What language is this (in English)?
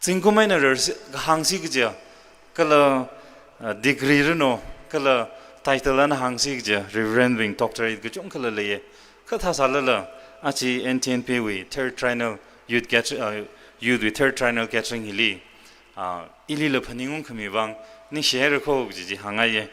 Tangkhul Naga (India)